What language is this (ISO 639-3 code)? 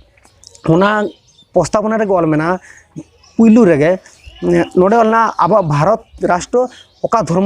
sat